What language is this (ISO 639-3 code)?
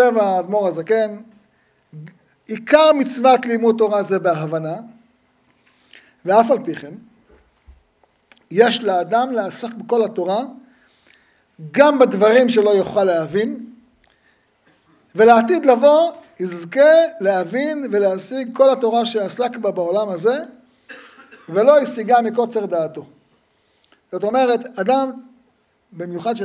heb